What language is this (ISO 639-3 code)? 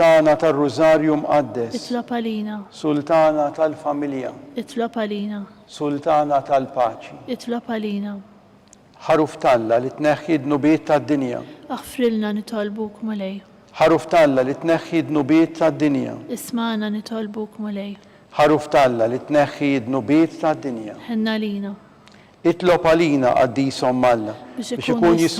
mlt